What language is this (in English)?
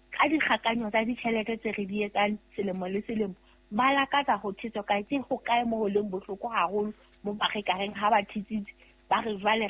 Southern Sotho